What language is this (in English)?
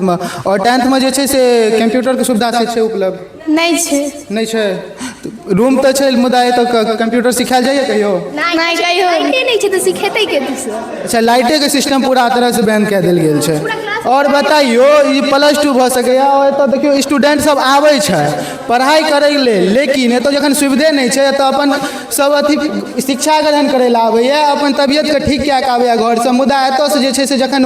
Maithili